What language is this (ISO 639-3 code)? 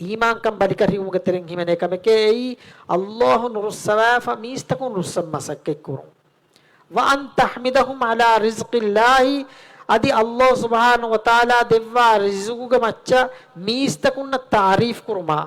div